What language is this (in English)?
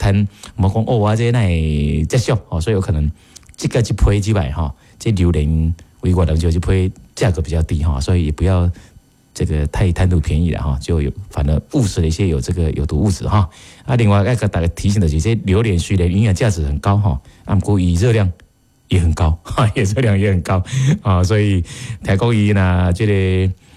Min Nan Chinese